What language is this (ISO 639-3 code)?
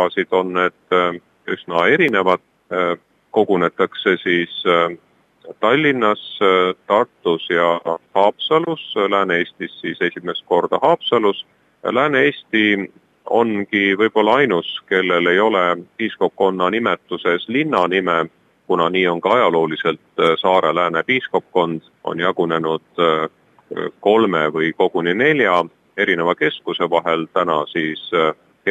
est